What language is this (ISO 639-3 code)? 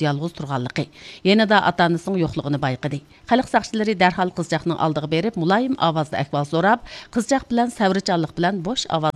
uig